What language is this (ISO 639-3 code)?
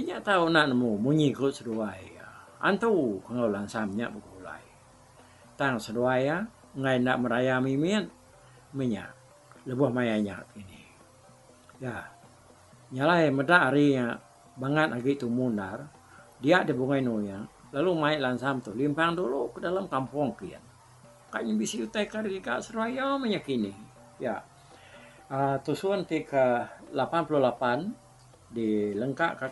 iba